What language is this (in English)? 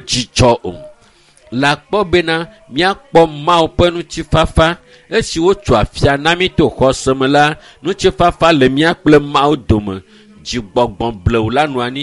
Ewe